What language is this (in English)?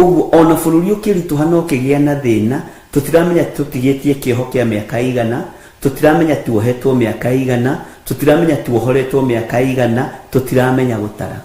Kikuyu